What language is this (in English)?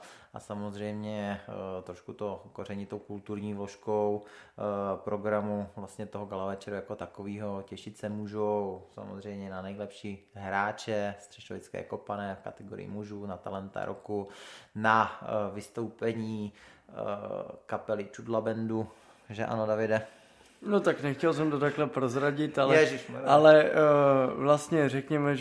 Czech